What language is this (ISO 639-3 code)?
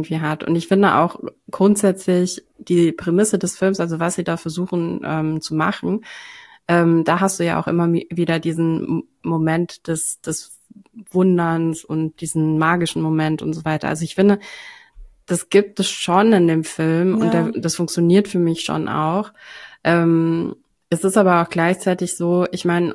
deu